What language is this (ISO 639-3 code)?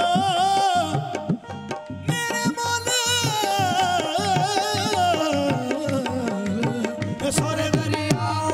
hin